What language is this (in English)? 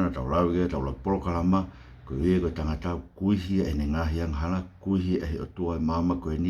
Tongan